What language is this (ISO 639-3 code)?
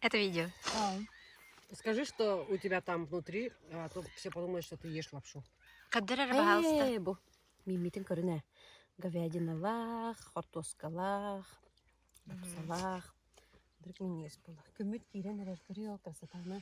sah